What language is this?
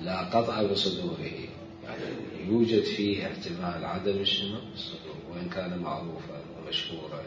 Mesopotamian Arabic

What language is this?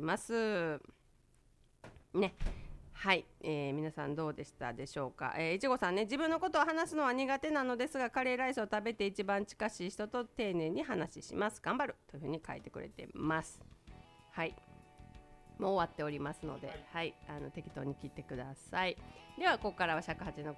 Japanese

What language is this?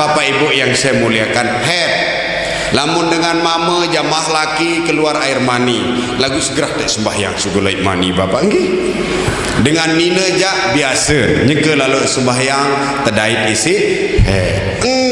Sasak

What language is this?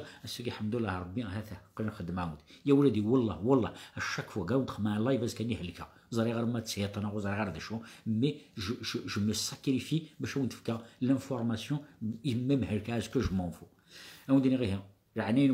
Kabyle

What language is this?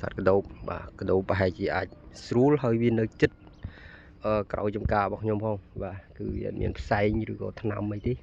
Khmer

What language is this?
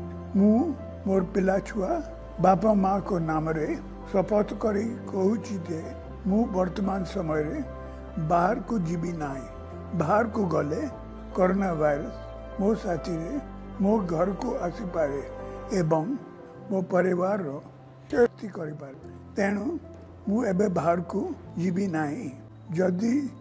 Odia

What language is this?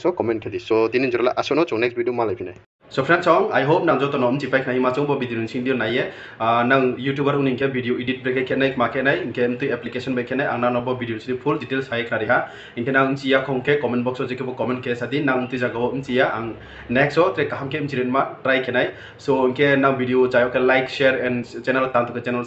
Riang (India)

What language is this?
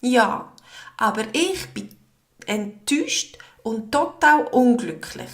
Swiss German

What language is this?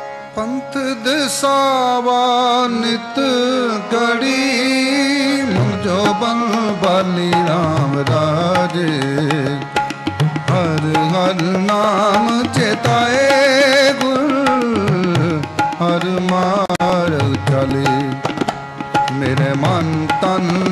Punjabi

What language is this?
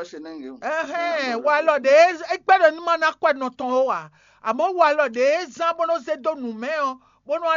Fon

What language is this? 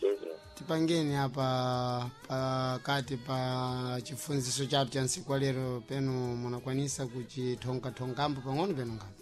Sena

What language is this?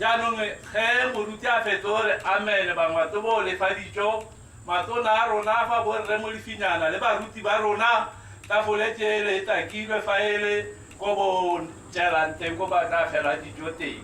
Tswana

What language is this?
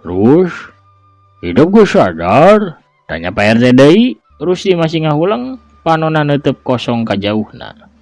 Sundanese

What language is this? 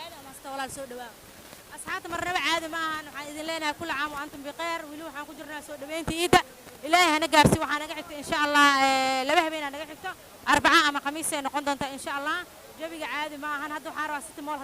Somali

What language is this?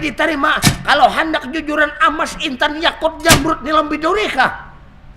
Banjar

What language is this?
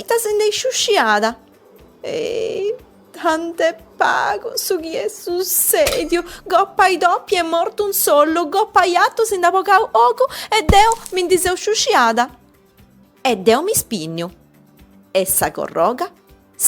Sardinian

